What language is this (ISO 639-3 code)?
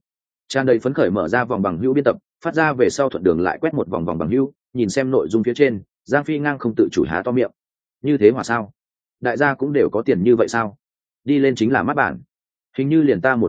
vie